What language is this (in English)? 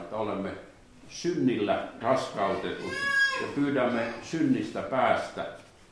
Finnish